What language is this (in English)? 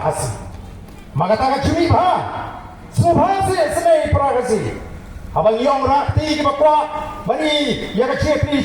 Khasi